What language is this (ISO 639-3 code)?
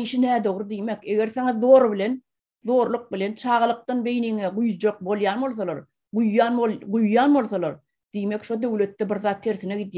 tuk